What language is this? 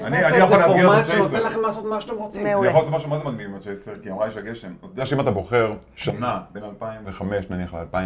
Hebrew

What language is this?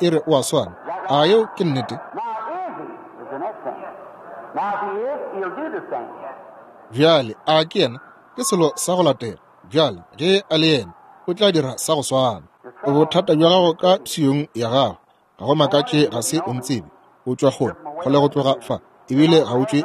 Northern Sotho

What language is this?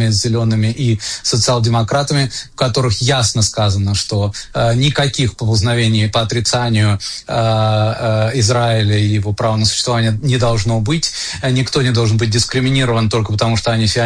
Russian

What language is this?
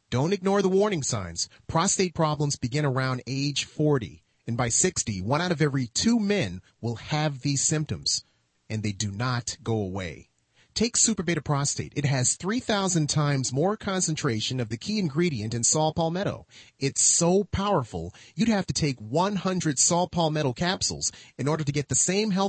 English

